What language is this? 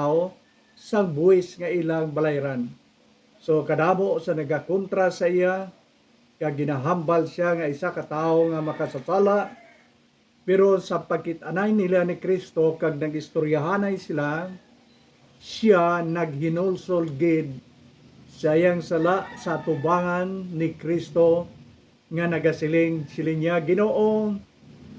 Hiligaynon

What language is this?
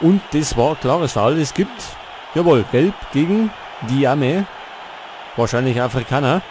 Bavarian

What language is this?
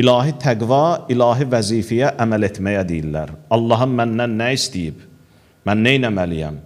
Azerbaijani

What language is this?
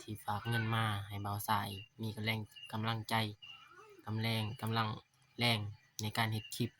Lao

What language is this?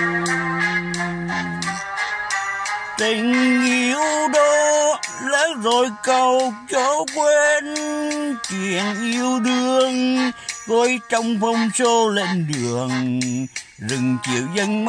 Vietnamese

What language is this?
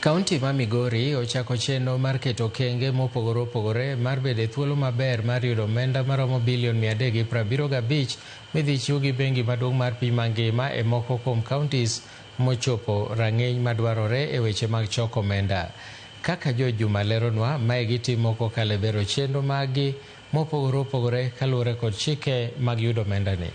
Luo (Kenya and Tanzania)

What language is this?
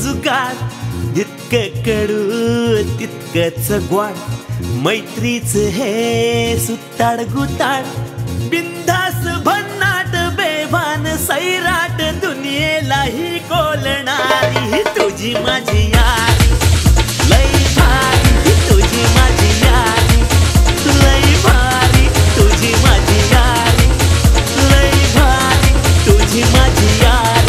Marathi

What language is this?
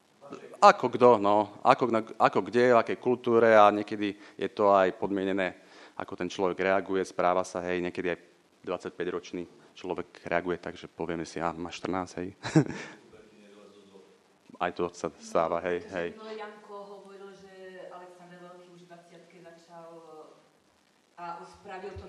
Slovak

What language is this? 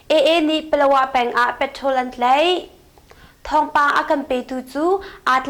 Hakha Chin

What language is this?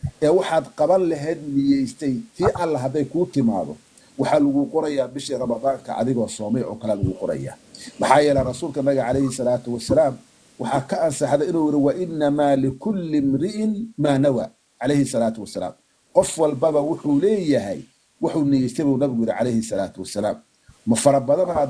Somali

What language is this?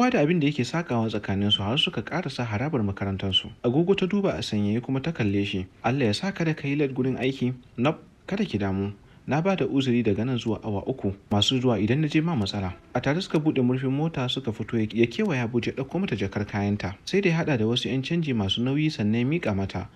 Hausa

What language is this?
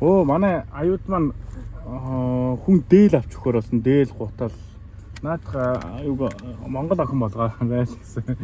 Mongolian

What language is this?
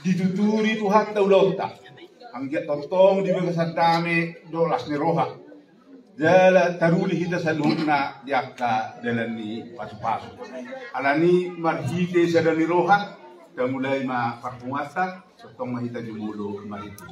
Batak Toba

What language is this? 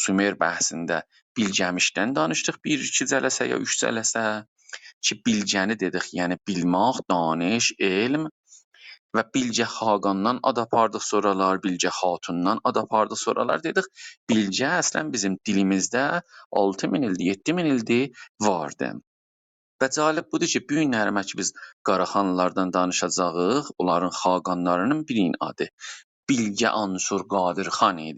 South Azerbaijani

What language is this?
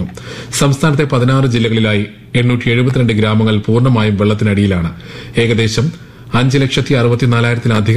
Malayalam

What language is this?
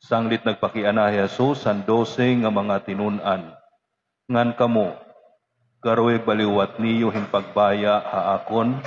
Waray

